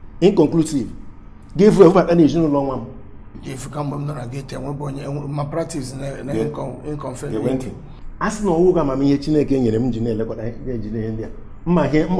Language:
Igbo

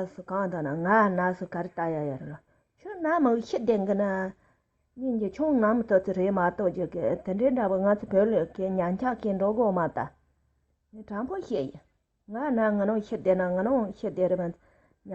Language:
Tibetan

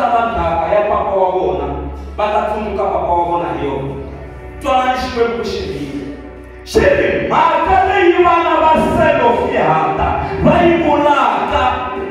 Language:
Tsonga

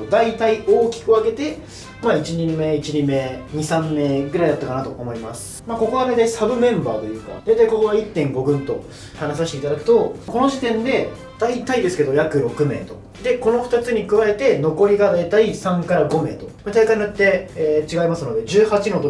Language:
Japanese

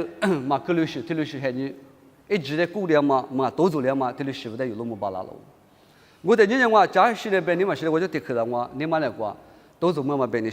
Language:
Lisu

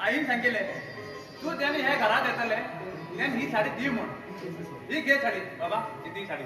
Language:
Konkani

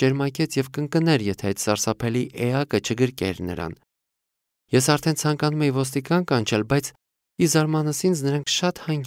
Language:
Armenian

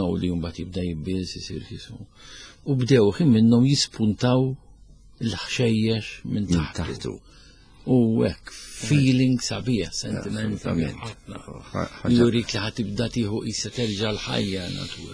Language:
Maltese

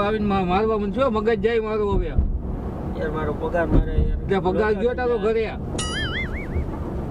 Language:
Gujarati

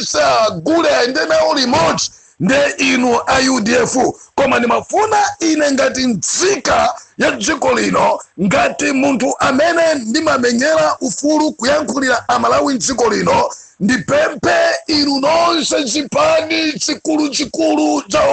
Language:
Nyanja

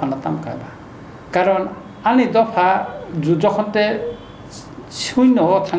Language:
Kok Borok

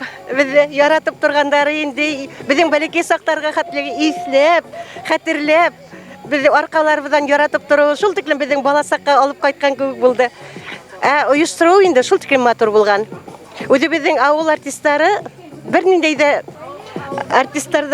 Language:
Bashkir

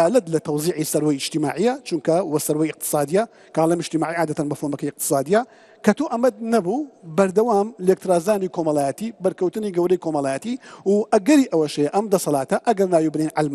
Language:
Central Kurdish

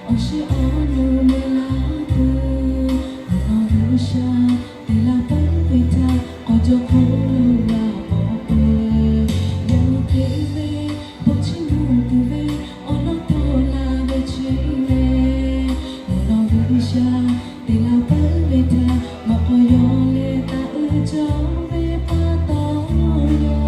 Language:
Lahu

